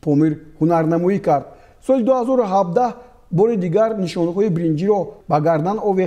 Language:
Tajik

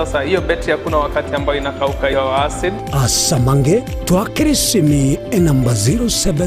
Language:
Gusii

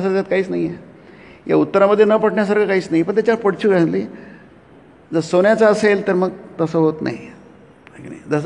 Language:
Marathi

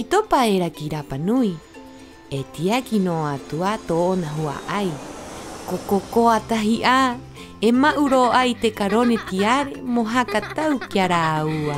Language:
Rapanui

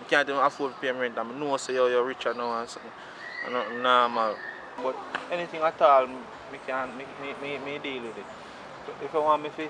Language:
Jamaican Creole English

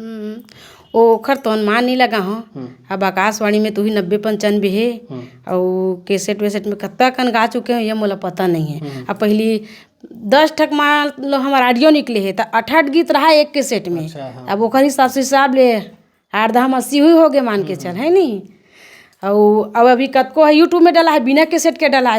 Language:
Chhattisgarhi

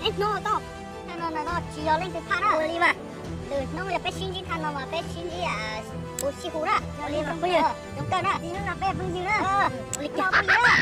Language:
Hmong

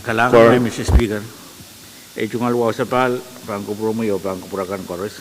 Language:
Pohnpeian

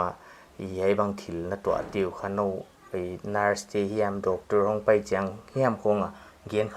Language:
Paite Chin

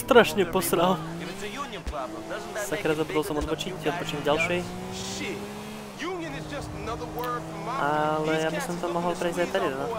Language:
Slovak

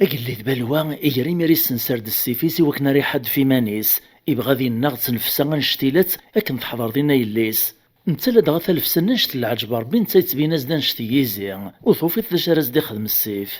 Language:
Kabyle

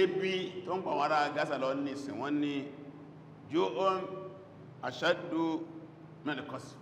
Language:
Yoruba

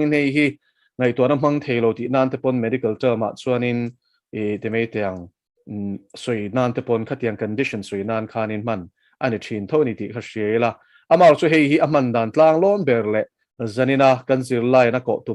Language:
Mizo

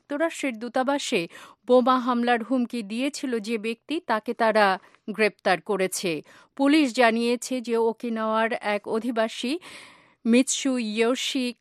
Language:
Bangla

